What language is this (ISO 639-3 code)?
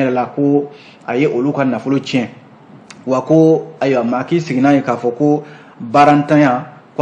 bam